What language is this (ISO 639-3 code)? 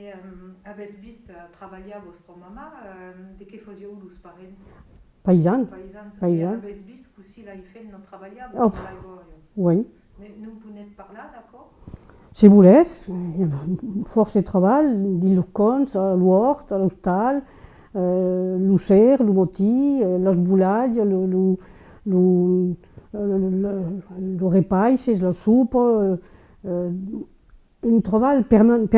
oci